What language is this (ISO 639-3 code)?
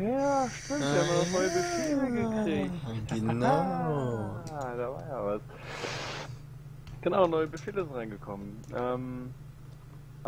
deu